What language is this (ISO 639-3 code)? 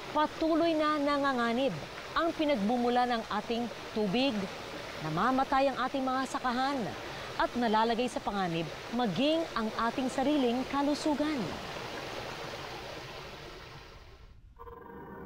fil